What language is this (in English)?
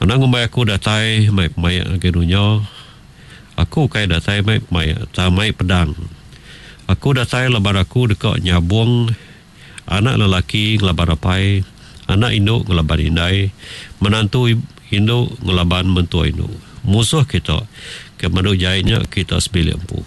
Iban